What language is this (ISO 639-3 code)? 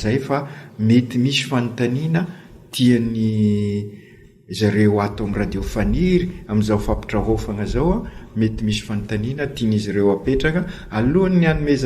mlg